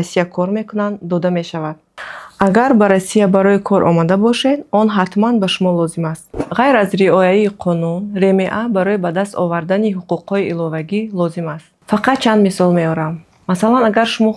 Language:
Tajik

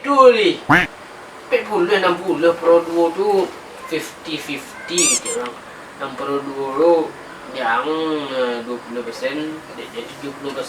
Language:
Minangkabau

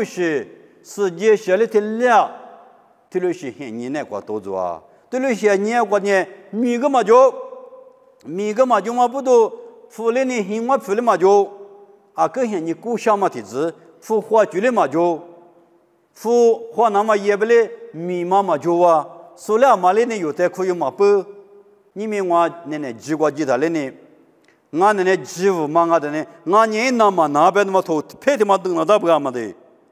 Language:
Lisu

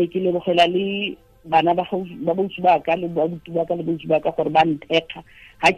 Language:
Tswana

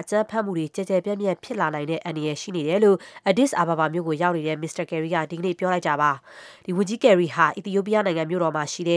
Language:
Burmese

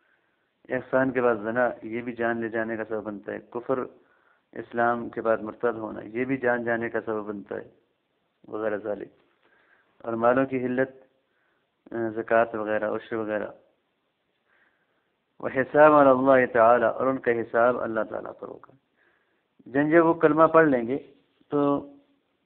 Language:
Urdu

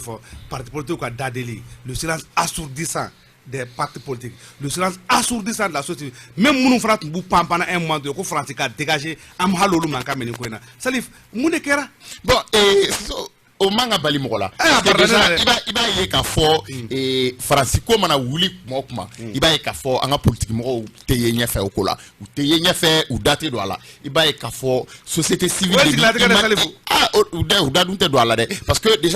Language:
Bambara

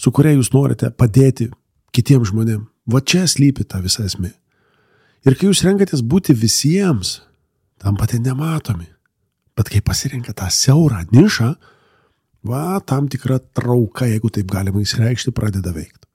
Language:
Lithuanian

